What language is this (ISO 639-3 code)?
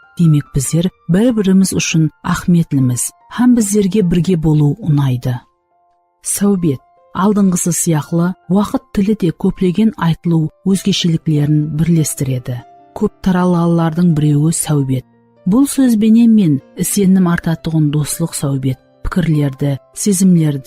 kaa